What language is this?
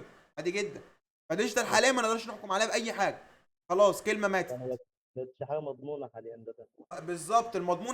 Egyptian Arabic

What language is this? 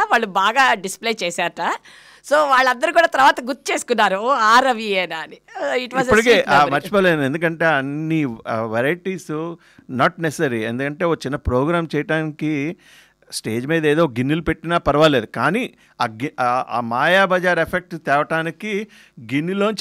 Telugu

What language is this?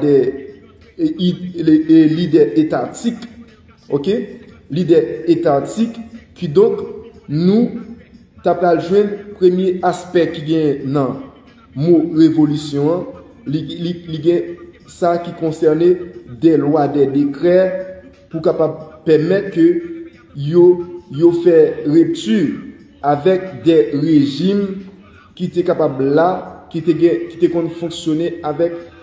Haitian Creole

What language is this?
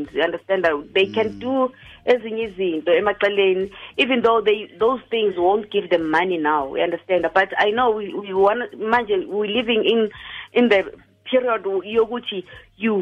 Tswana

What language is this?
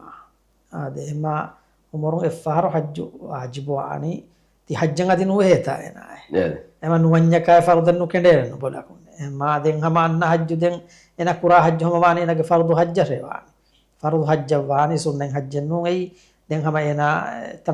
Divehi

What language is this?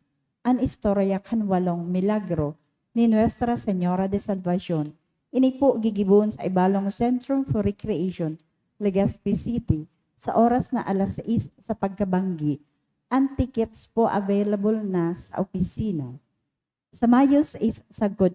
Bikol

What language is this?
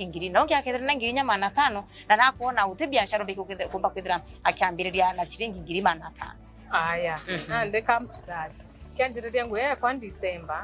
Meru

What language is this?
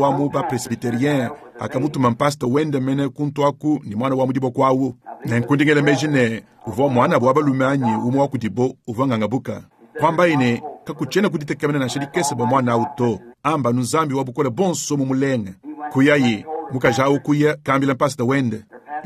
Luba-Lulua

